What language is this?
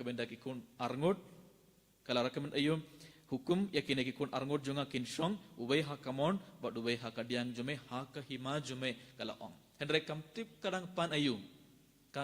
Khasi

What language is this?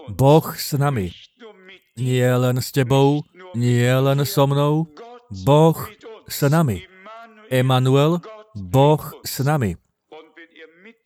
Slovak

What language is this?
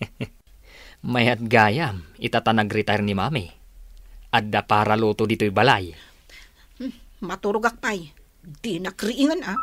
Iloko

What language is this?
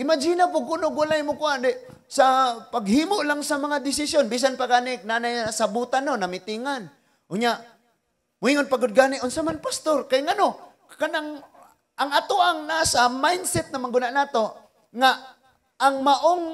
Cebuano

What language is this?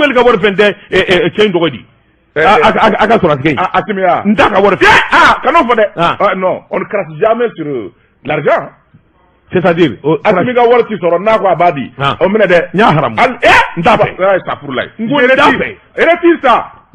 Bambara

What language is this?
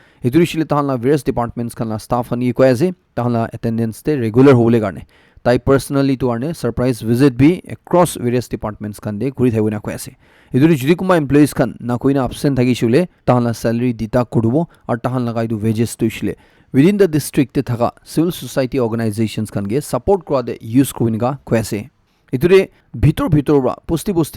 Naga Pidgin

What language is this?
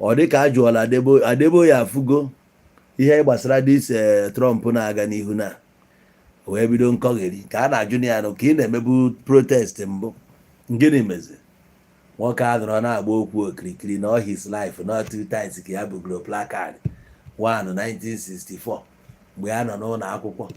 Igbo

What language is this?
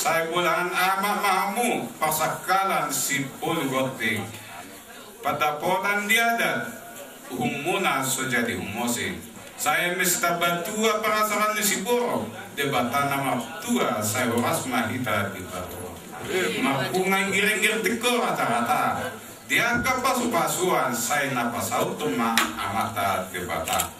Batak Toba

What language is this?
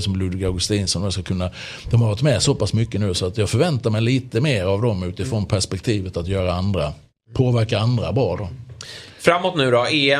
Swedish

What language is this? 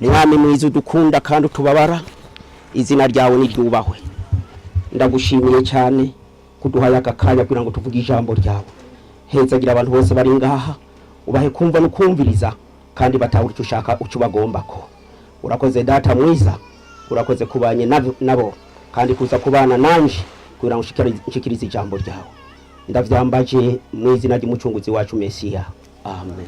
Rundi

